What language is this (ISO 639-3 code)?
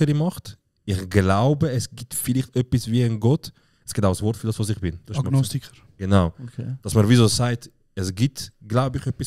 gsw